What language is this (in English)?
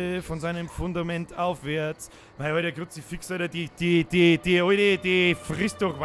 Bavarian